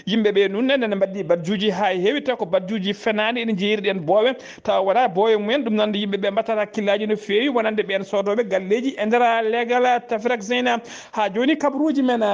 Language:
Fula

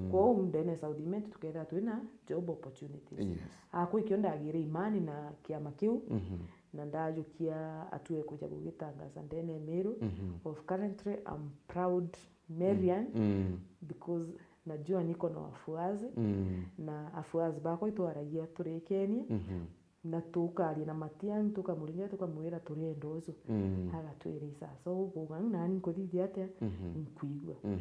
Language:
Meru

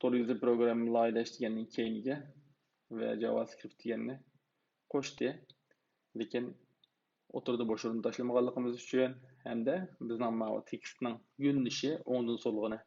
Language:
Uyghur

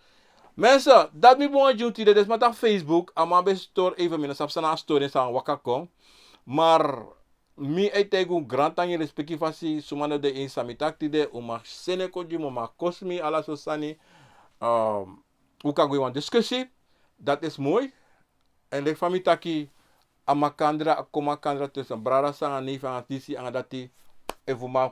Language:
Sranan Tongo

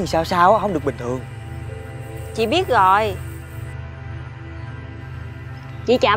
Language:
Vietnamese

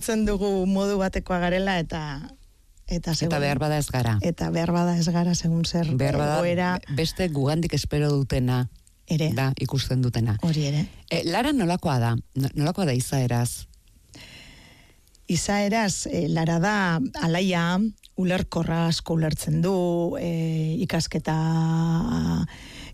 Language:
Basque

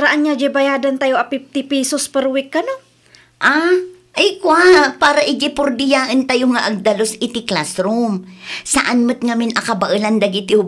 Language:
Iloko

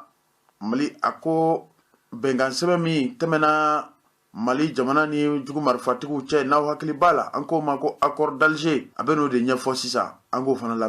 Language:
Bambara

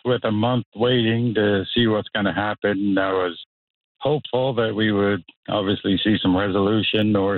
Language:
English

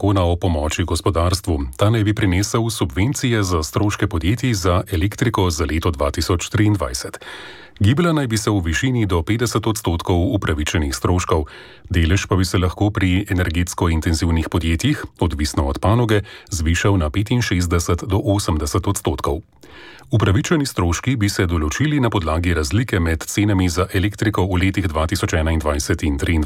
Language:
Slovenian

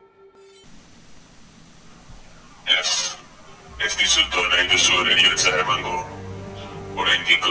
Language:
Basque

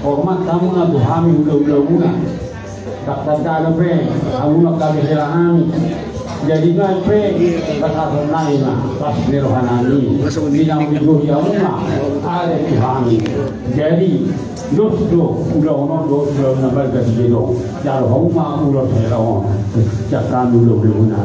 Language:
Batak Toba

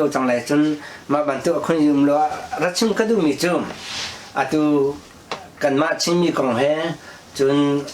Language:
Hakha Chin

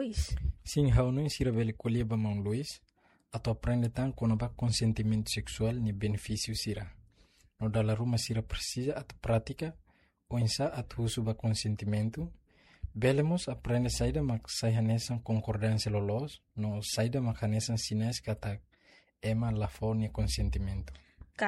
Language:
Tetum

